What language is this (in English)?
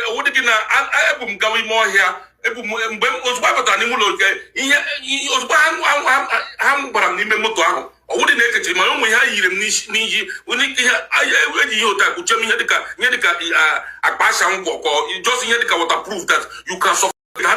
Igbo